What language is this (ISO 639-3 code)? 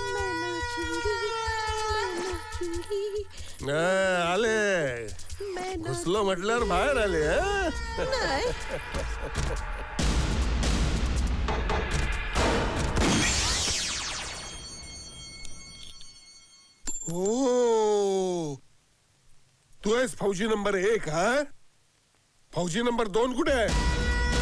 mar